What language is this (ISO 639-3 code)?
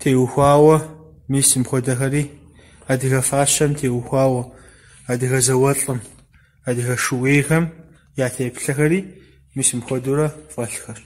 kbd